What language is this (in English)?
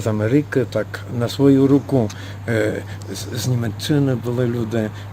Rusyn